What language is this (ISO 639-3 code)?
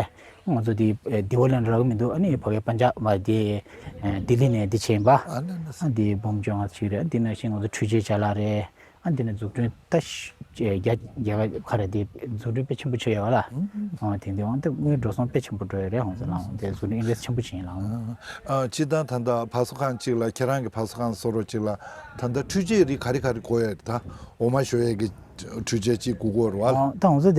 bod